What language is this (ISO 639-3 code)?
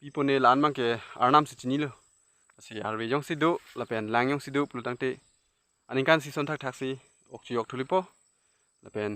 mjw